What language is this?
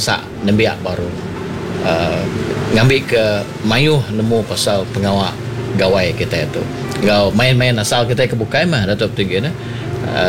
Iban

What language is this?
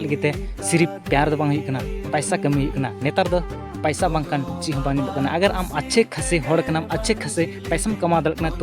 Santali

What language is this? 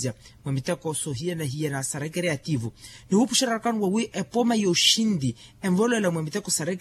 Makhuwa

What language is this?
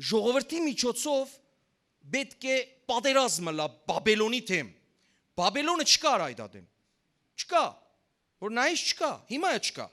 Western Armenian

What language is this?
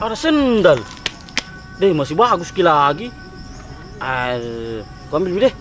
Makassar Malay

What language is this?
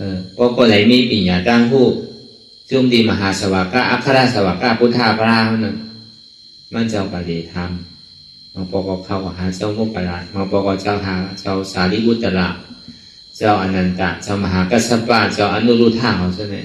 Shan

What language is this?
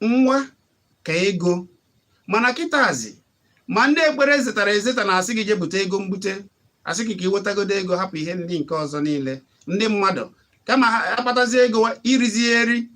Igbo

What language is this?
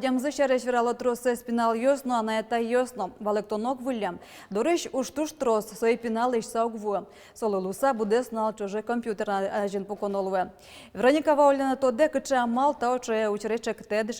Udmurt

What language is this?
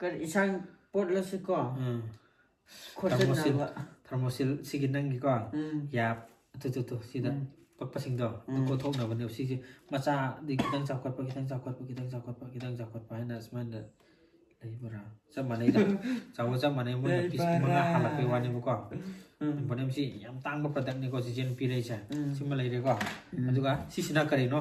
Manipuri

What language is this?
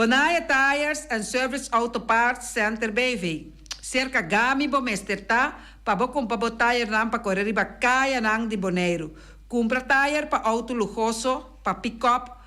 Papiamento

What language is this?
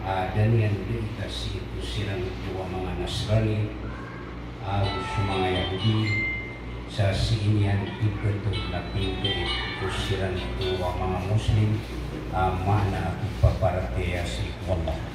Maranao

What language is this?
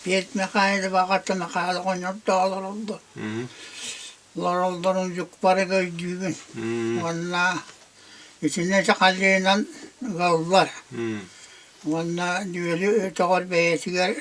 Yakut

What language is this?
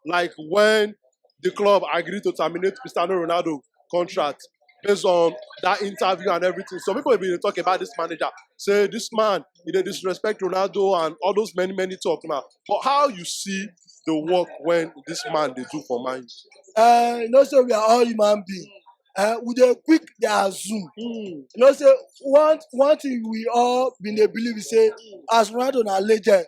Nigerian Pidgin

